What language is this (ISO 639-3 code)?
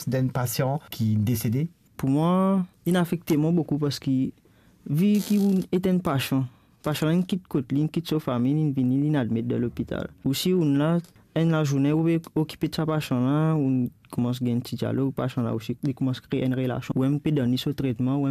mfe